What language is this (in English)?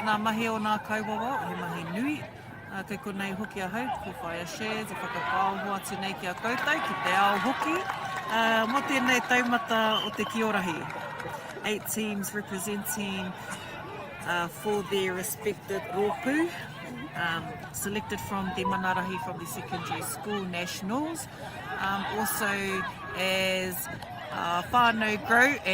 Māori